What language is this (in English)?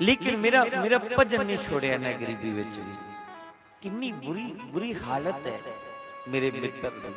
Dogri